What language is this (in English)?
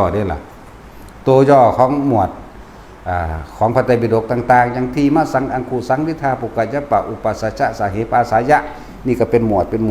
Northeastern Thai